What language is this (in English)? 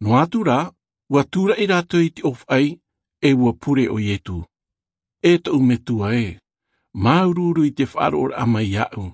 Tahitian